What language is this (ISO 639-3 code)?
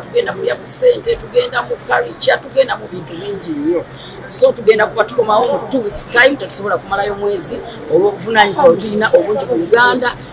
lug